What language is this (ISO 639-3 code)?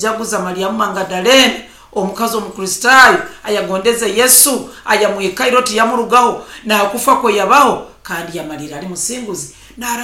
nyo